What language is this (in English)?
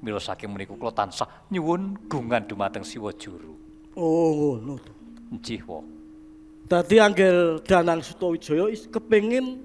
Javanese